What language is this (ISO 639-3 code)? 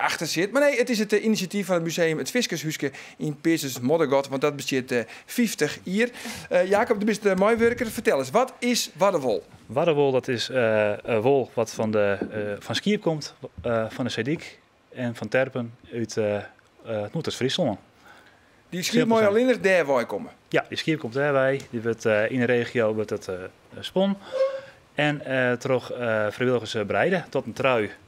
fry